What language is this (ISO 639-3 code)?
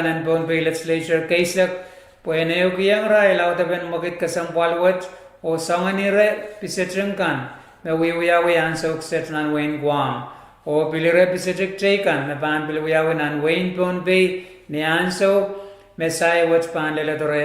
pon